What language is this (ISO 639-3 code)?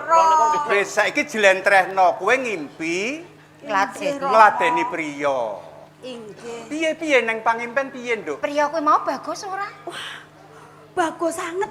jav